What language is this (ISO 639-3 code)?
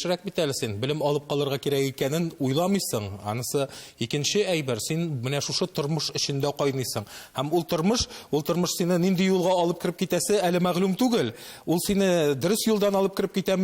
tat